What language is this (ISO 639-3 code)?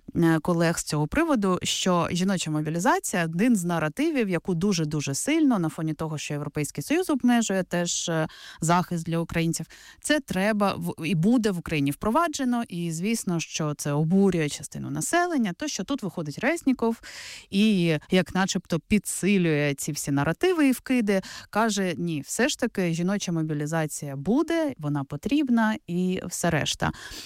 ukr